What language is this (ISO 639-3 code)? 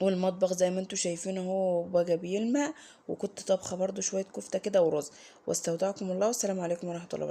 arz